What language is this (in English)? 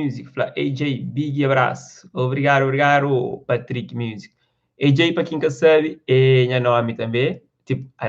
Kabuverdianu